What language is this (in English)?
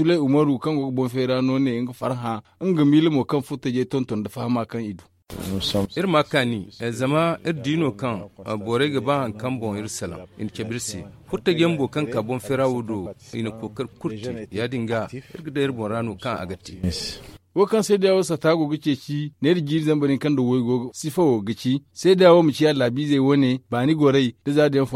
Zarma